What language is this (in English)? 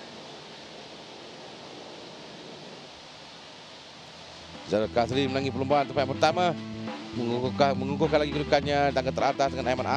Malay